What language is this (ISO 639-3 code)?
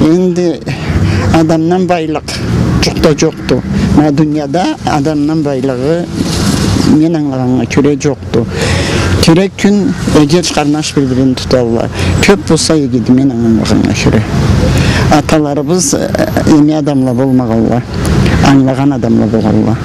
krc